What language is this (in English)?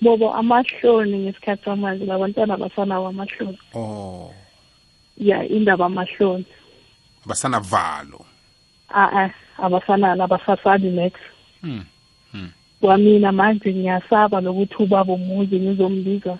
South Ndebele